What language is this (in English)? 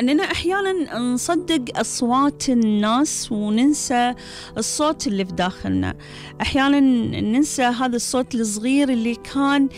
Gulf Arabic